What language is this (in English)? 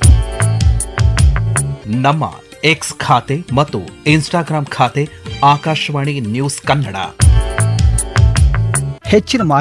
Kannada